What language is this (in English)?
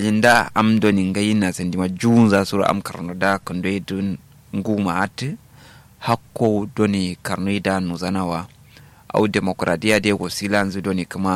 Kanuri